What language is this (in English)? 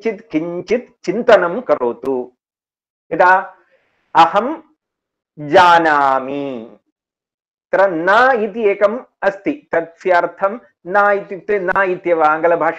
Sanskrit